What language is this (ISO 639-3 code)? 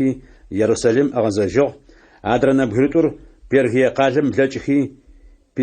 ady